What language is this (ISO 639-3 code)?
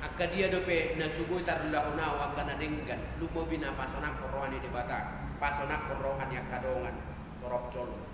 bbc